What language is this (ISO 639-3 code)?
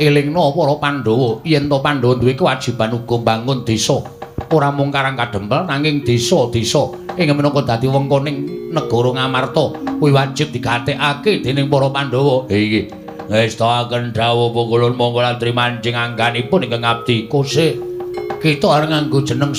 jav